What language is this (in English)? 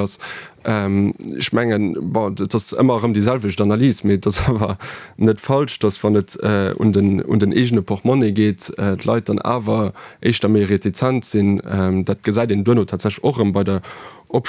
Luxembourgish